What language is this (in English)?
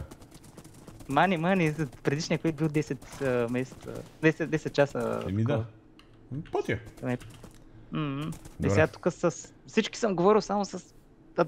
Bulgarian